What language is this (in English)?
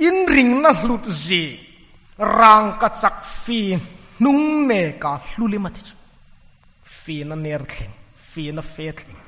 Hmar